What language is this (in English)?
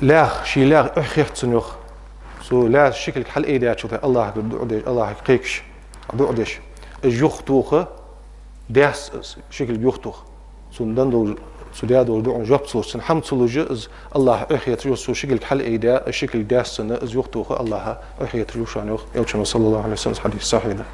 Ingush